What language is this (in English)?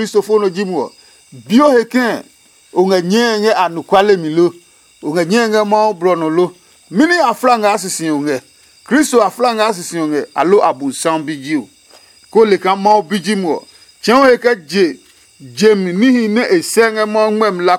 Adangme